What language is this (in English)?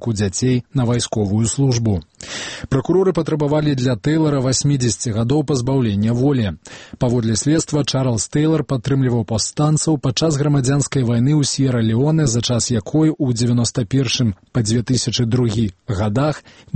Belarusian